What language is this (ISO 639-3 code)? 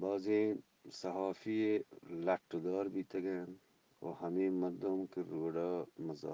bgp